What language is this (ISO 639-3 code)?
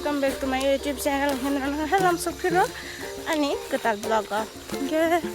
trp